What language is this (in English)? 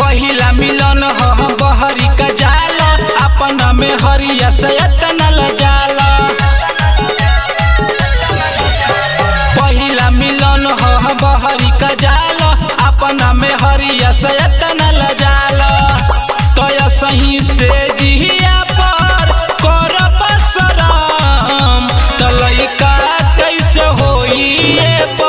Bhojpuri